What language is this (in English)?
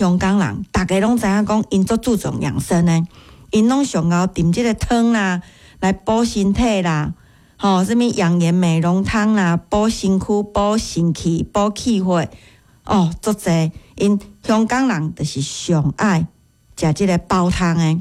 Min Nan Chinese